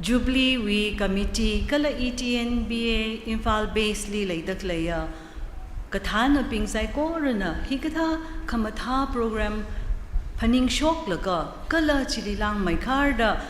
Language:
Tangkhul Naga (India)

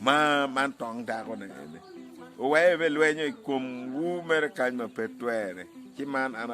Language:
Acoli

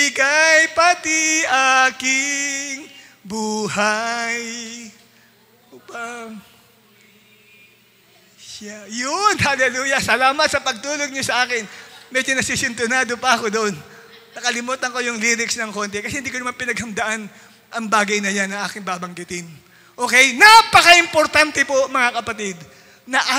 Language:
Filipino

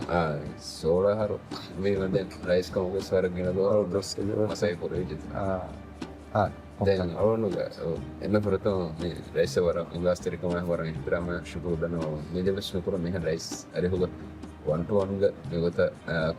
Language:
Divehi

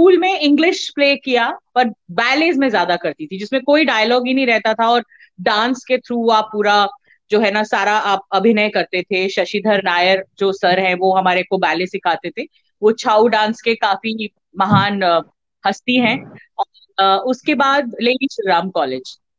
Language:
Hindi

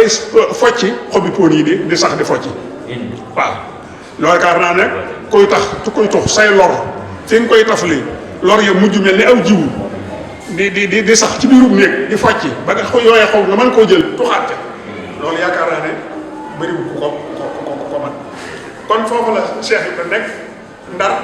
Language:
Wolof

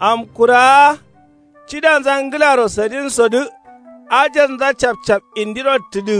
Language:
Kanuri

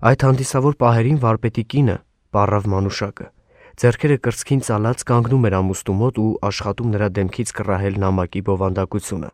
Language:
Armenian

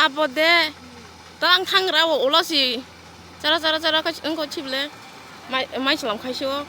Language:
Kok Borok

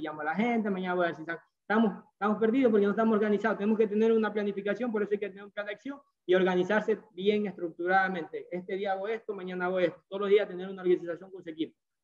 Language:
Spanish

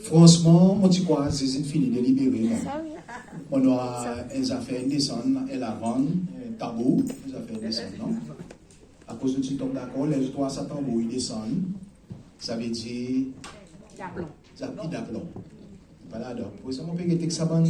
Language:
Seselwa Creole French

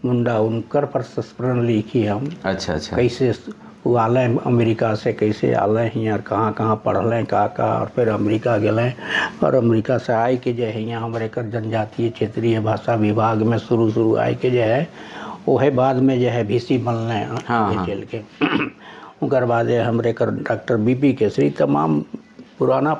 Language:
Sadri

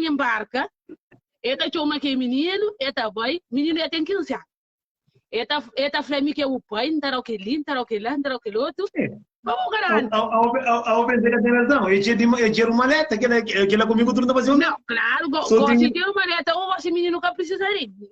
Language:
Kabuverdianu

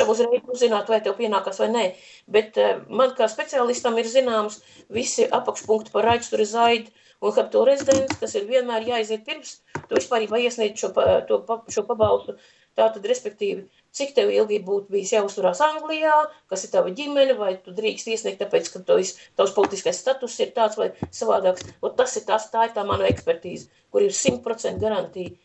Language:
Latvian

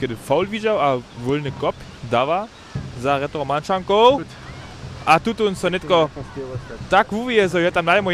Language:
Upper Sorbian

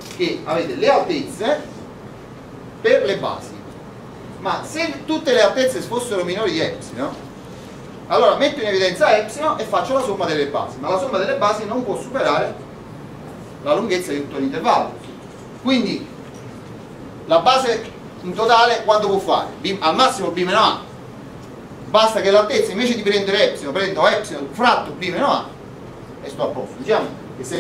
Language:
Italian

